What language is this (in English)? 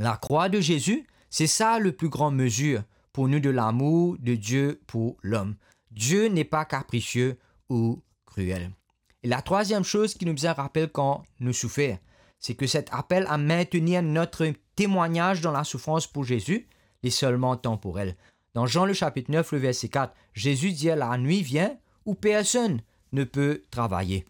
Morisyen